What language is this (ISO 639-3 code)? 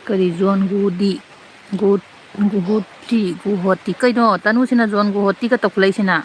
mni